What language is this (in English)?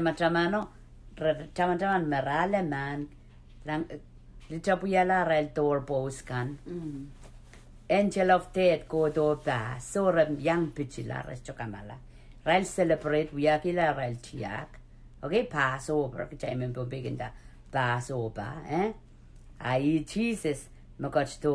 Pohnpeian